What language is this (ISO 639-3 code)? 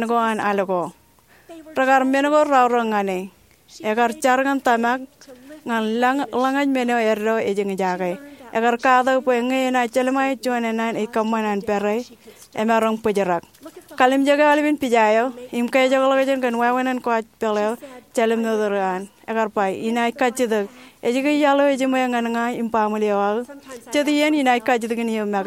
mah